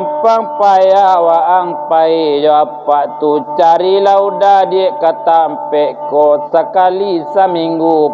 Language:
Minangkabau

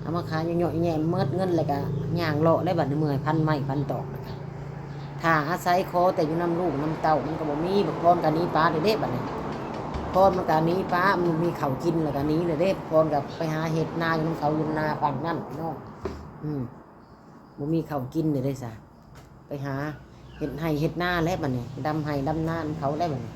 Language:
Northeastern Thai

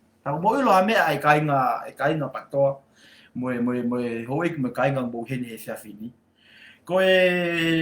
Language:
Tongan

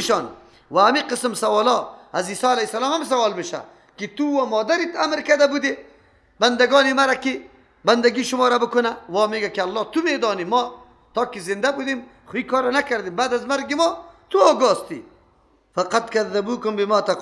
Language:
Persian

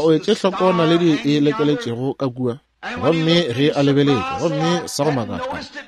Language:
Northern Sotho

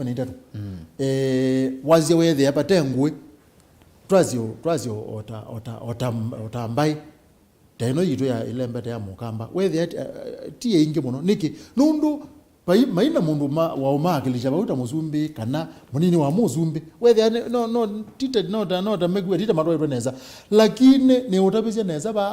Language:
Kamba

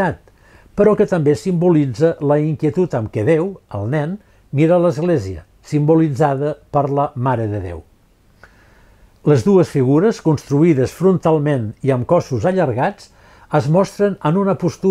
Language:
Catalan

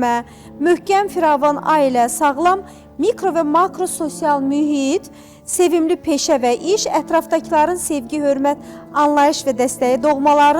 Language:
Azerbaijani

